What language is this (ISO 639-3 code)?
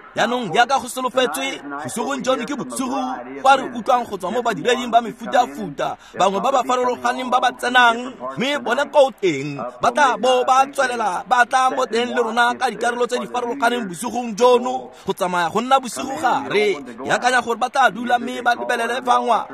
tsn